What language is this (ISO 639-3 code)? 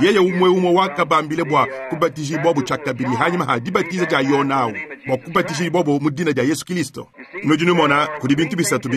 lua